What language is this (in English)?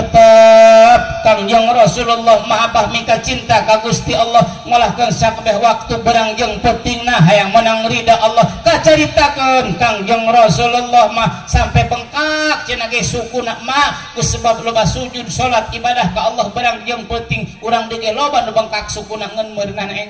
Sundanese